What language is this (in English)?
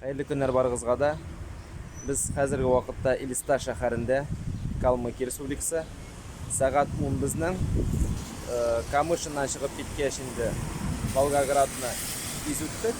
Tatar